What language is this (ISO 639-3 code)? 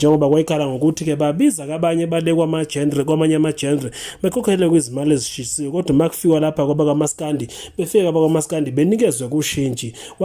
zul